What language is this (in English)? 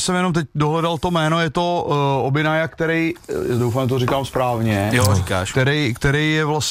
Czech